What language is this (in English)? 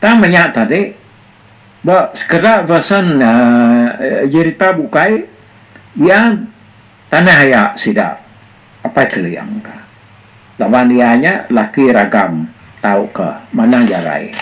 Iban